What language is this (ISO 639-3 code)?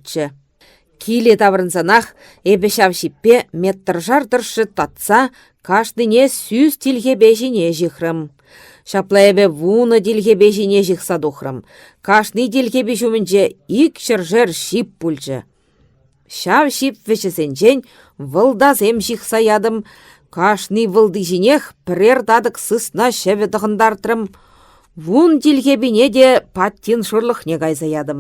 chv